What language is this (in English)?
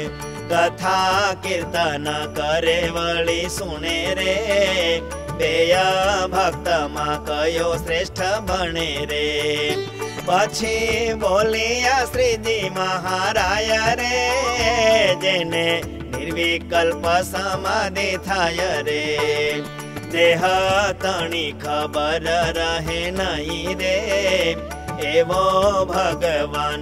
Gujarati